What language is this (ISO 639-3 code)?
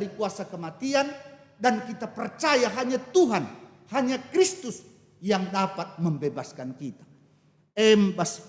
btx